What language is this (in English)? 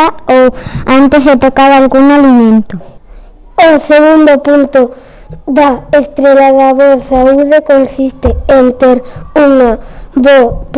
Galician